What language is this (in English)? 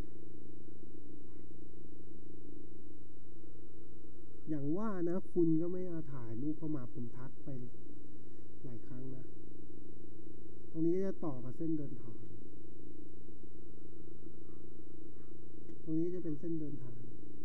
Thai